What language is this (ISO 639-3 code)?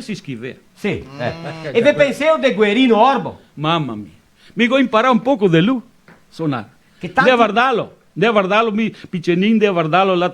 vec